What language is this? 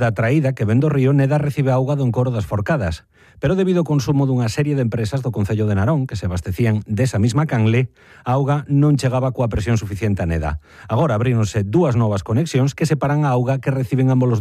Galician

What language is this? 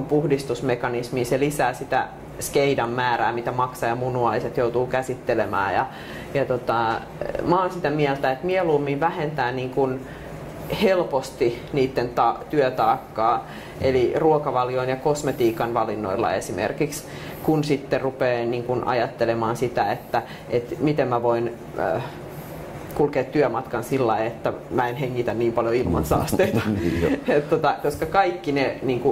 Finnish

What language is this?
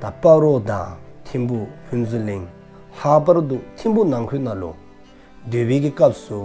Dzongkha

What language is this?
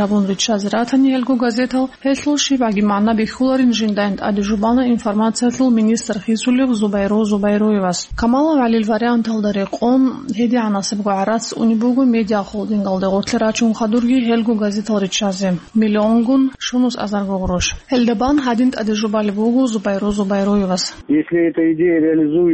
Avaric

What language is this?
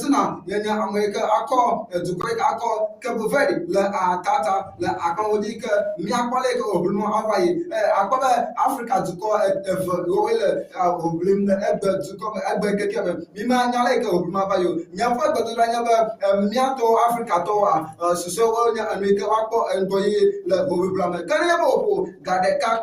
Ewe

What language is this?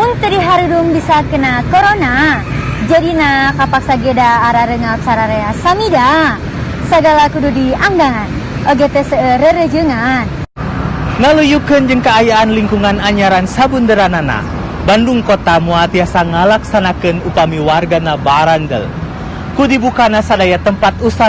Sundanese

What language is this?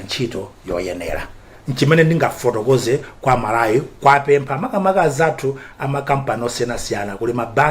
Nyanja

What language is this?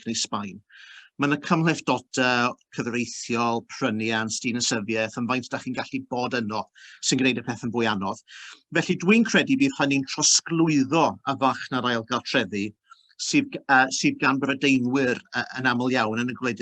Welsh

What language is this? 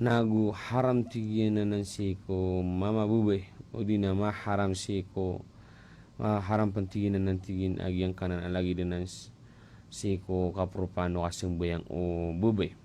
Maranao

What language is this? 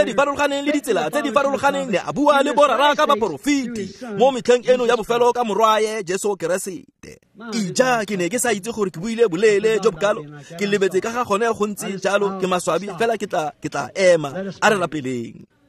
Tswana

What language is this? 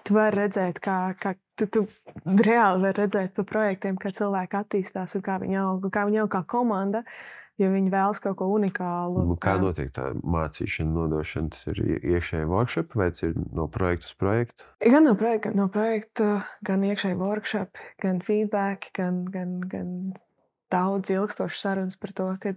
Latvian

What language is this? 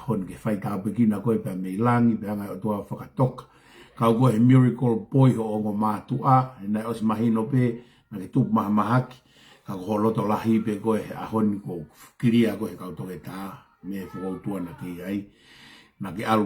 Tongan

